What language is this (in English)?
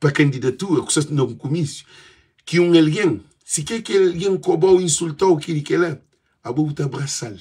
Kabuverdianu